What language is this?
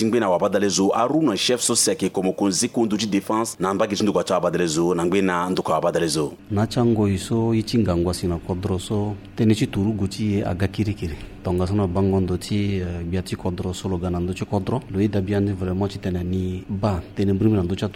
Sango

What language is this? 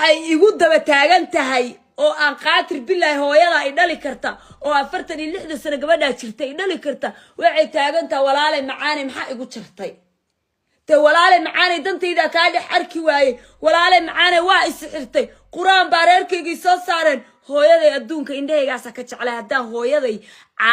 Somali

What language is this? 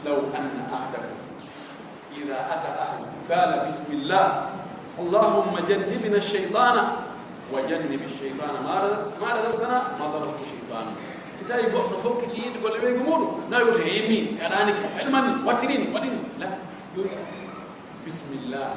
Pular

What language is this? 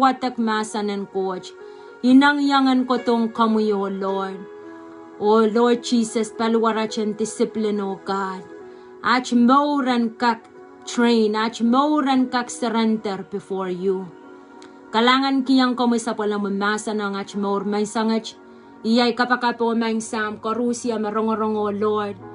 Pohnpeian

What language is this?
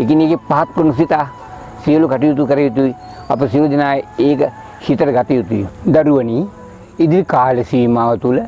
Sinhala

